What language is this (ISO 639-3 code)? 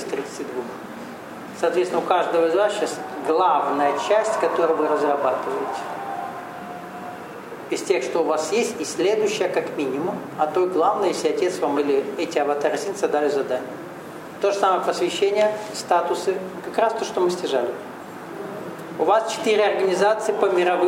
rus